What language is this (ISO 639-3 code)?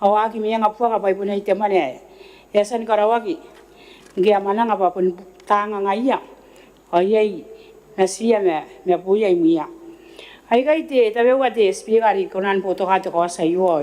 gil